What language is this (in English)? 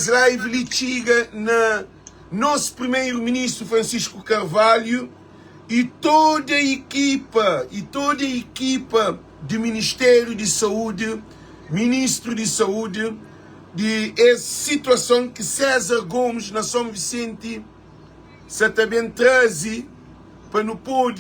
Kabuverdianu